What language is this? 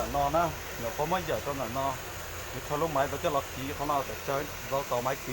Hmong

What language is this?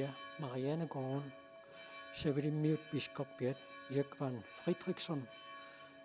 Kalaallisut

